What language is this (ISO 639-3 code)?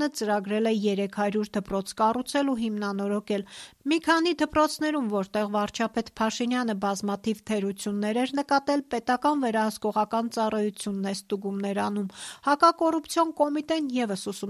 hye